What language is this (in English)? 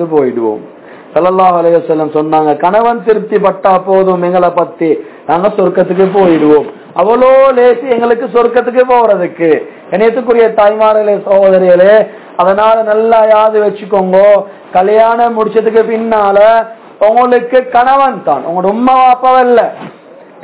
Tamil